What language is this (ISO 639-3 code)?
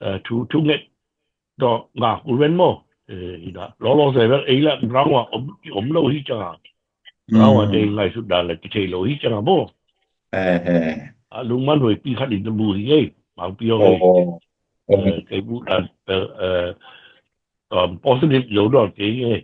ctd